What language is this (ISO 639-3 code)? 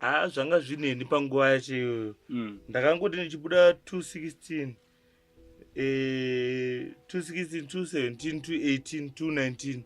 sna